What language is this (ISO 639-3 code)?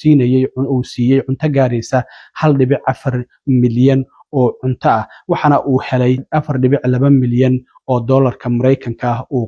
som